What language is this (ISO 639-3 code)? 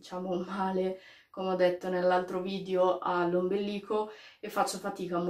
ita